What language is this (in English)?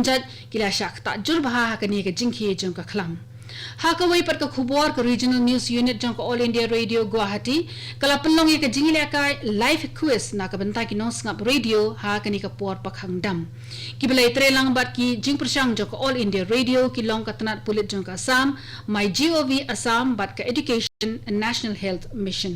Khasi